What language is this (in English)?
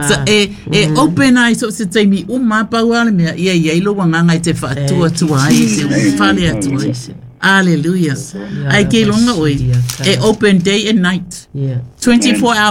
Samoan